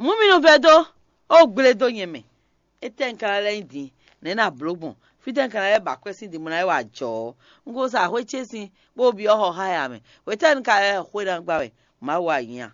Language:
Fon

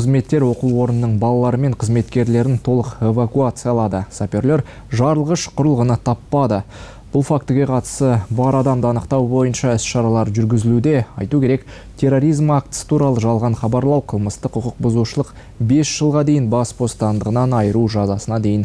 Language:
Kazakh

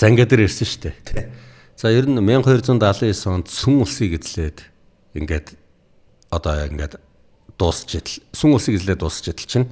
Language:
Mongolian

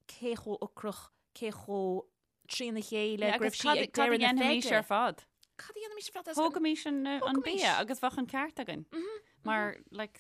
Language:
Irish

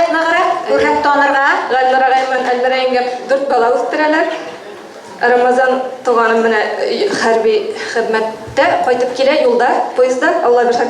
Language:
Bashkir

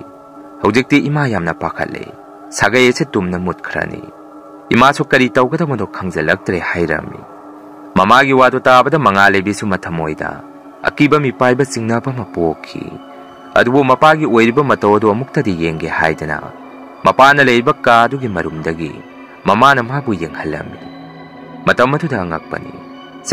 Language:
Manipuri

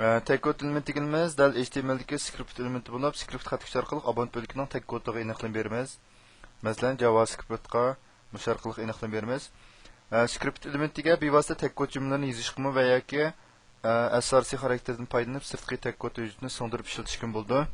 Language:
Uyghur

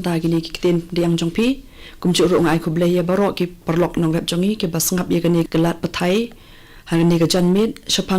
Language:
Khasi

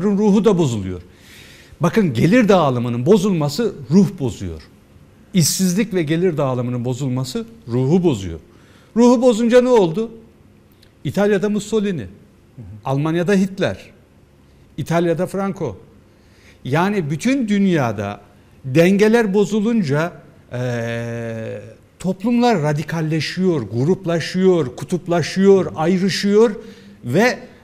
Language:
Turkish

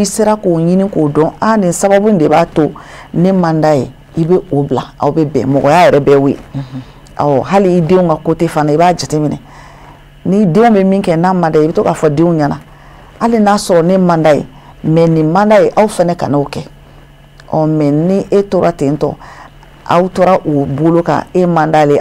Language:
Bambara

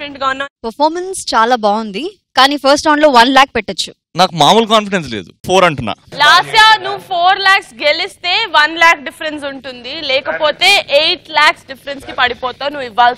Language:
Telugu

